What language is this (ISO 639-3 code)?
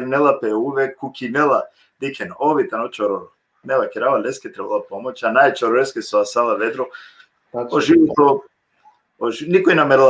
rmn